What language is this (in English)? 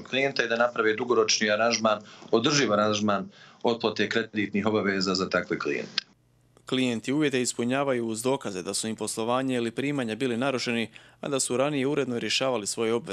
Croatian